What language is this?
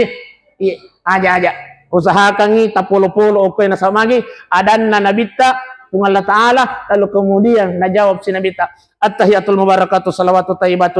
Buginese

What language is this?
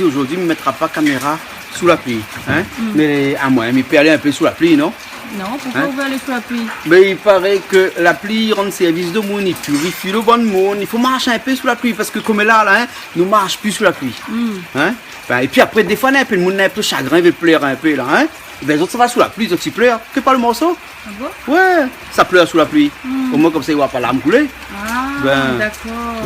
Réunion Creole French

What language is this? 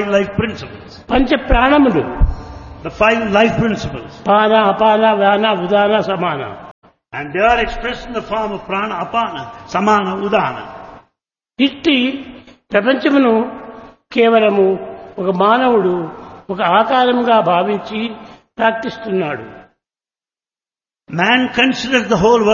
Telugu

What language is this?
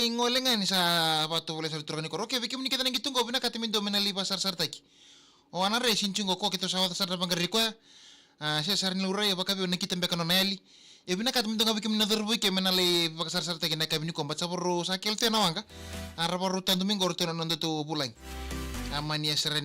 Fijian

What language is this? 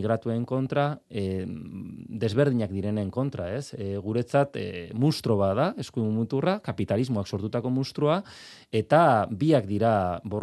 Basque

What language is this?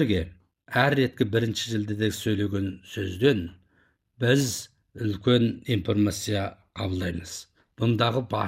Kazakh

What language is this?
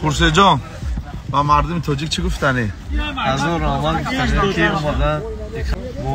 Tajik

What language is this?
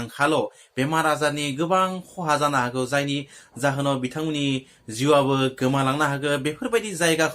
Bodo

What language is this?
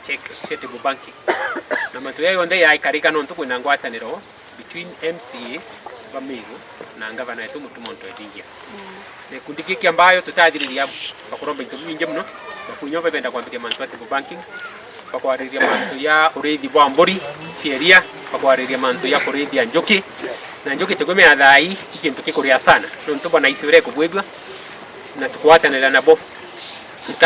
Meru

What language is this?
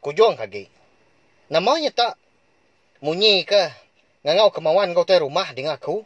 Iban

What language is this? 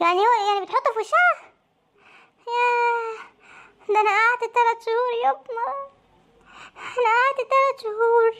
Egyptian Arabic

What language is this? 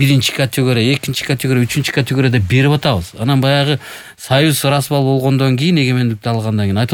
Kyrgyz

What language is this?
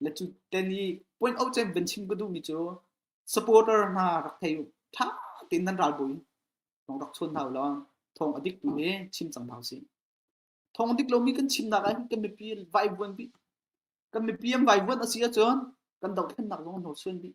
Hakha Chin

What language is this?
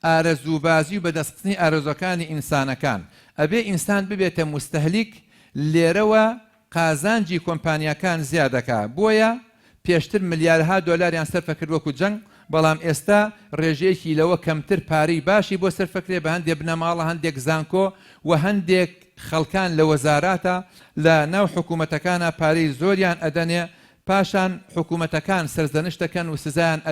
Central Kurdish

